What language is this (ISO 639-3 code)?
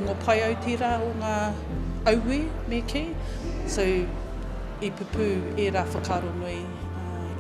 mri